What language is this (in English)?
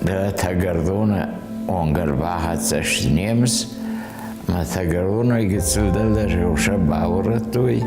Ossetic